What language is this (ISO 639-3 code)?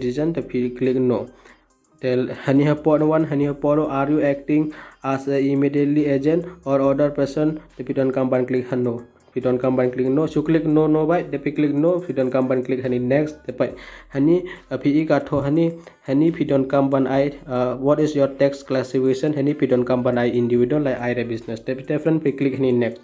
kha